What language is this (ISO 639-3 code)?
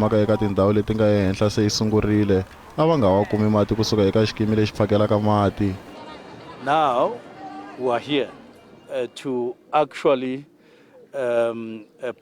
tso